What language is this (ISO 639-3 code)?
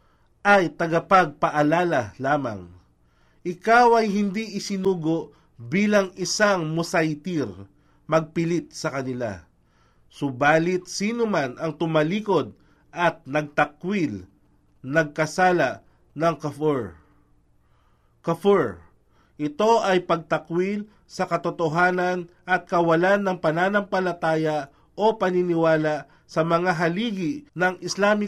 fil